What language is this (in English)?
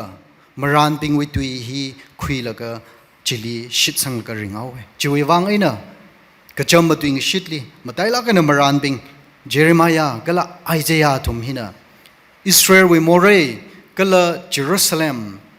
Tangkhul Naga (India)